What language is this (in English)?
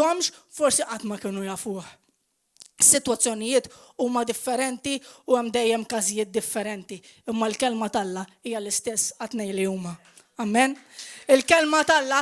Maltese